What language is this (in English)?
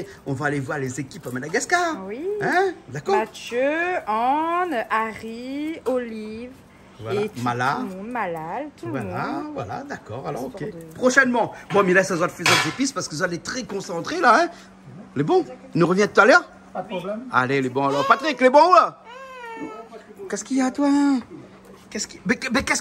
Réunion Creole French